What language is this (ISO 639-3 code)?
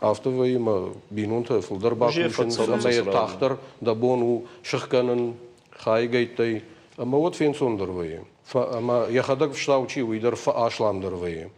oss